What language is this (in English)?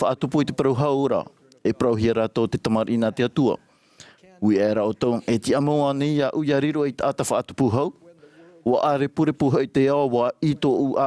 Tahitian